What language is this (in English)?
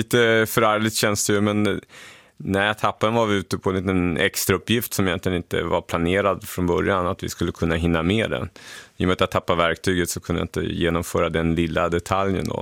Swedish